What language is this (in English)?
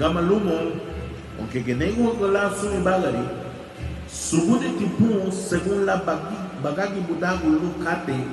Garifuna